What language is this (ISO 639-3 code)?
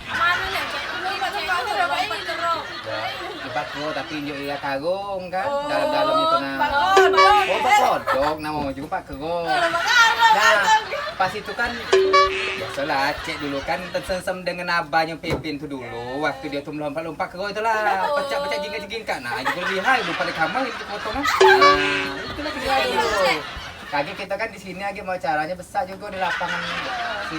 mui